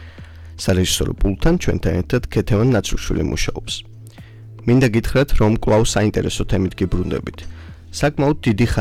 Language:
Georgian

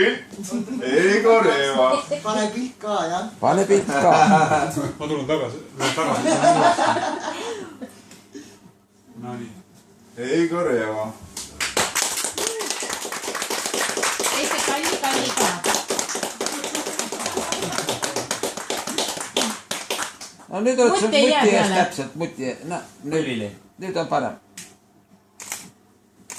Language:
Estonian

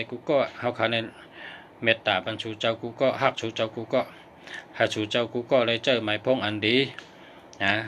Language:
Shan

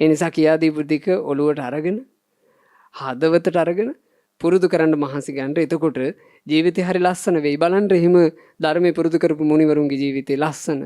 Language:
Sinhala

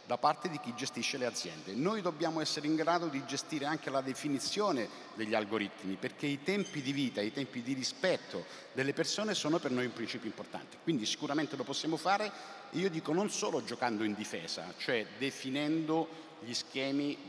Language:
Italian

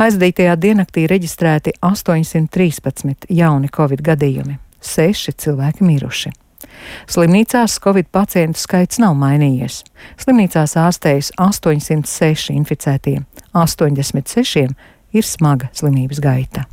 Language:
Latvian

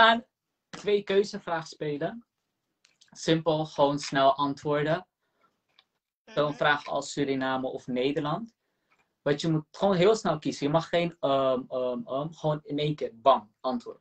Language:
Dutch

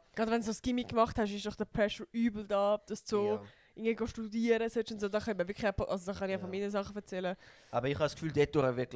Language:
Swiss German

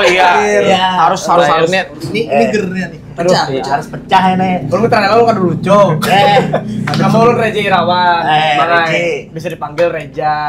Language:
Banjar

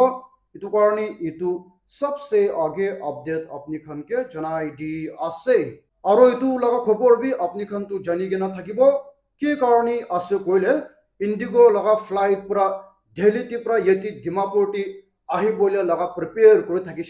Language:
Naga Pidgin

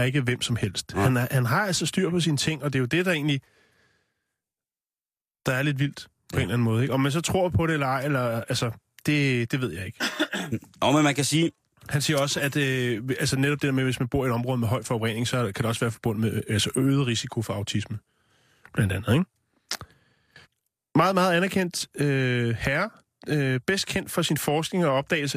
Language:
Danish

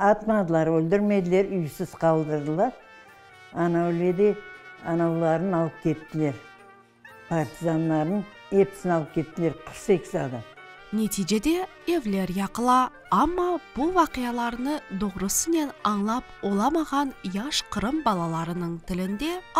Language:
Crimean Tatar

